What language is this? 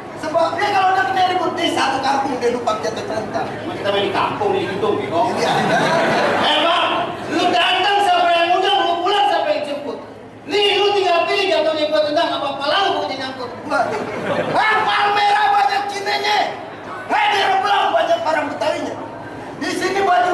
Betawi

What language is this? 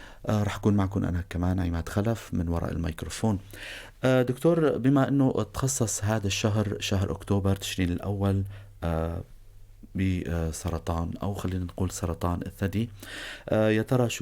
North Levantine Arabic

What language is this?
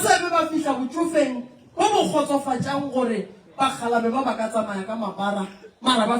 Northern Sotho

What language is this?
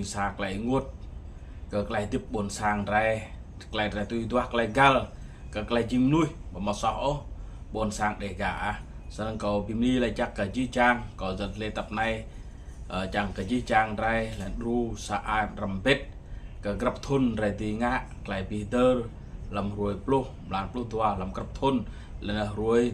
Rade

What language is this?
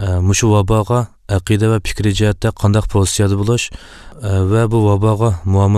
Uyghur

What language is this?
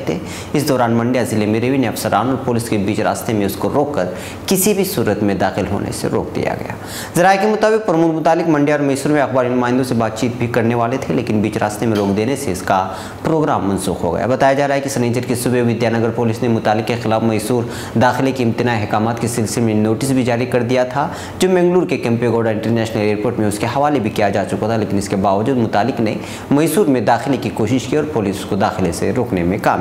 Urdu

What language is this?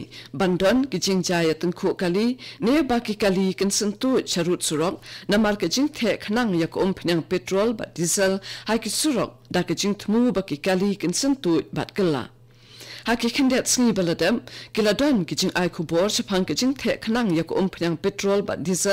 Khasi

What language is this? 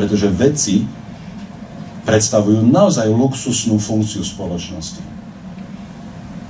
Slovak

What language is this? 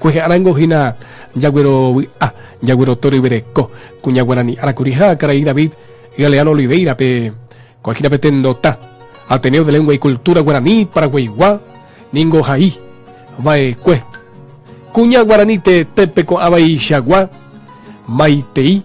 Guarani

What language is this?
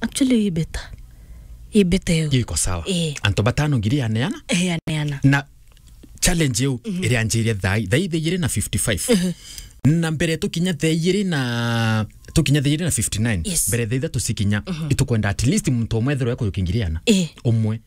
Meru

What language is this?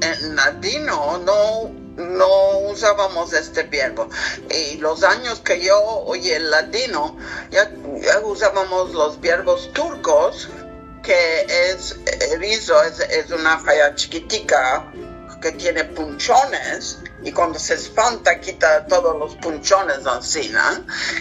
Ladino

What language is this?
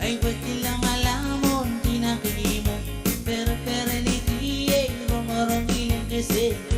Pohnpeian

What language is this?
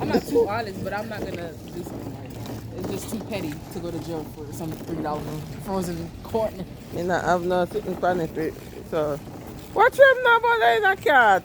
Jamaican Creole English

